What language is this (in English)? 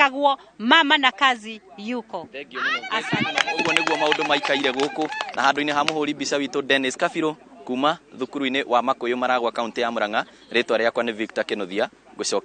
Kikuyu